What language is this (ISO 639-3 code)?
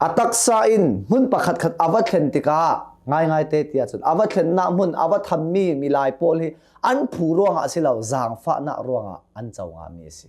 cnh